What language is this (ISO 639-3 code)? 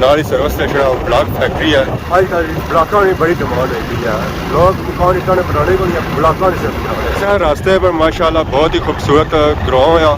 phr